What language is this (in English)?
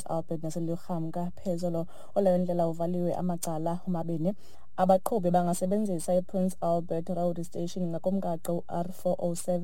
Xhosa